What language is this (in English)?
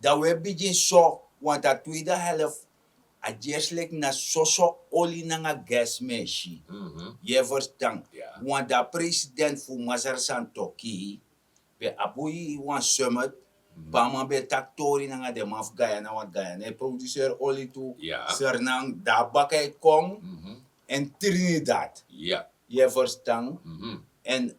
Sranan Tongo